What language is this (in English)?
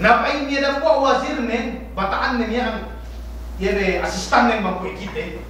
Yakan